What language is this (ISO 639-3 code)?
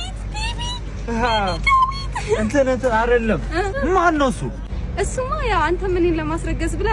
amh